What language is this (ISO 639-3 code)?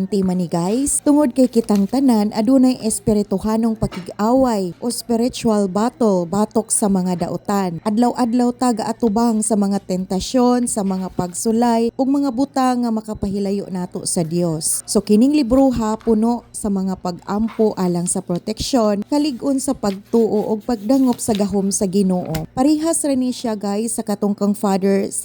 ceb